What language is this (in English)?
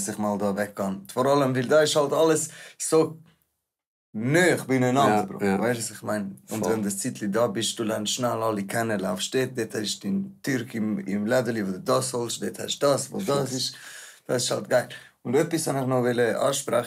Swiss German